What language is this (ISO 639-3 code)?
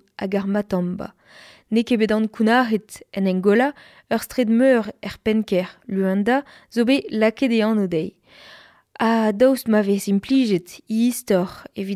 bre